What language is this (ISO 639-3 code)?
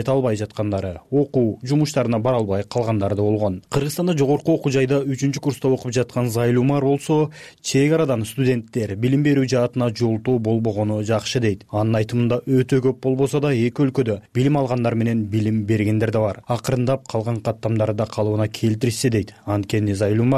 kir